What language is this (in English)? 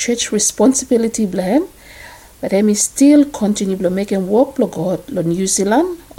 Bislama